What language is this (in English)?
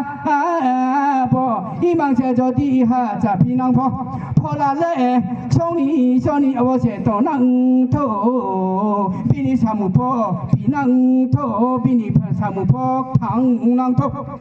Riang (India)